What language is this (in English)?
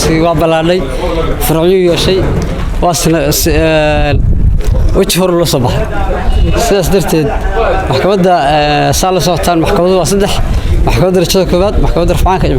Somali